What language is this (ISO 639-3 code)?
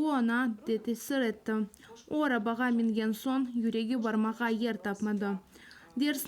crh